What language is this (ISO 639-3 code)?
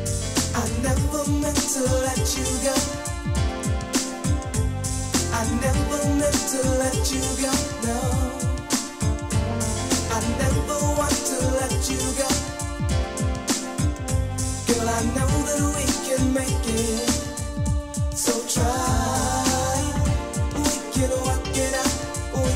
eng